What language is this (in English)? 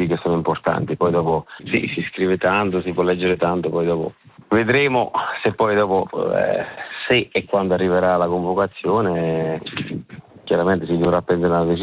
Italian